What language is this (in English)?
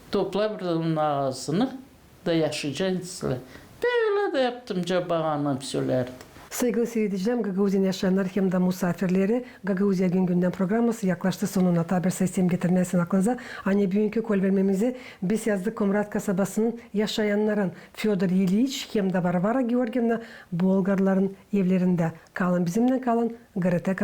Gagauz